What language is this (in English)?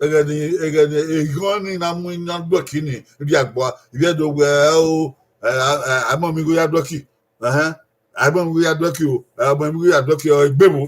Bini